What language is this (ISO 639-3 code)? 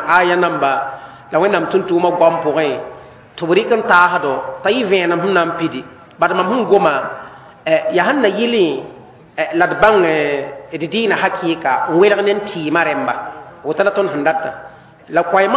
mos